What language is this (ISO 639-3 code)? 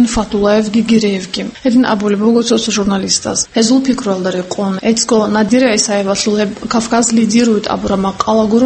ava